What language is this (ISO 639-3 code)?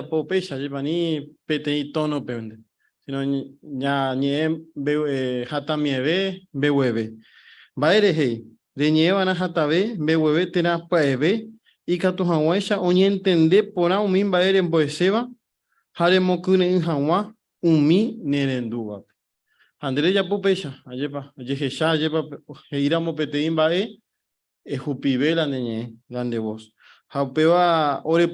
grn